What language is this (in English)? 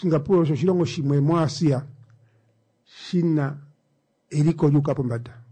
Kuanyama